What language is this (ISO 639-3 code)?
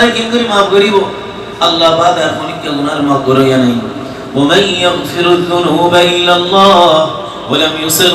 rhg